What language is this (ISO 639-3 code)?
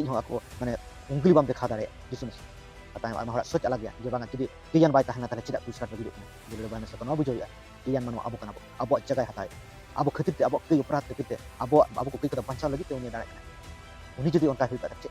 sat